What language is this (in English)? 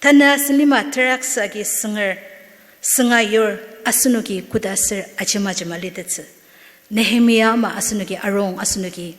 Ao Naga